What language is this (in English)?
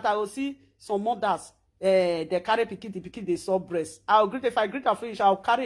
Nigerian Pidgin